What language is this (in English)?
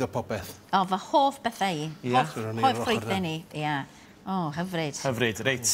Welsh